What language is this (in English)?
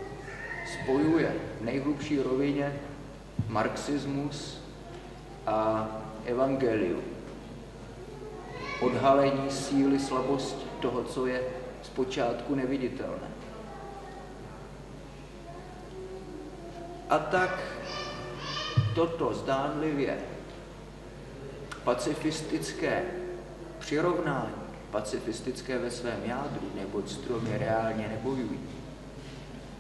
Czech